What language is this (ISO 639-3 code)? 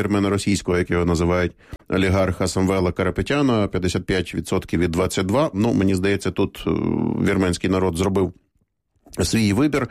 ukr